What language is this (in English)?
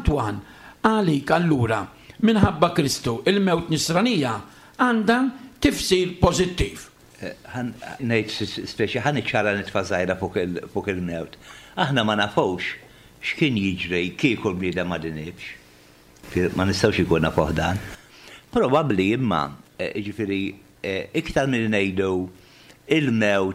Maltese